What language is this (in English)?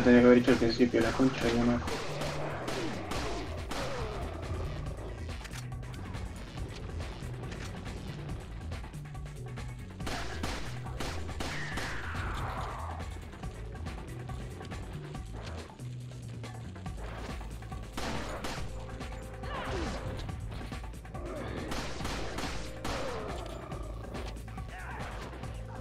Spanish